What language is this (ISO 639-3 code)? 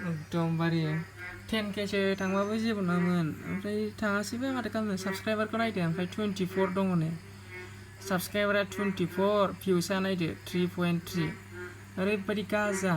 brx